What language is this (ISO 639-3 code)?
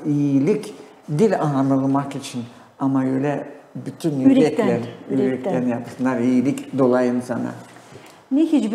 gag